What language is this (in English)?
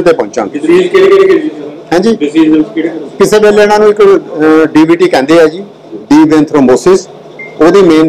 Punjabi